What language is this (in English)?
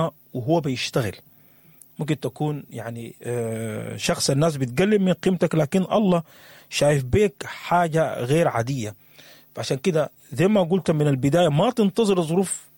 Sudanese Arabic